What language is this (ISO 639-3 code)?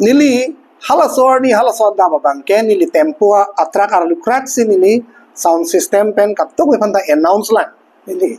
mjw